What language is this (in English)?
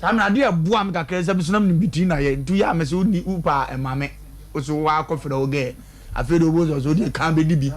Akan